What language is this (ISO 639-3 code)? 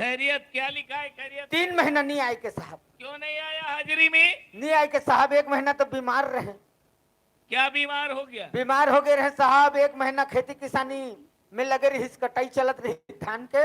hne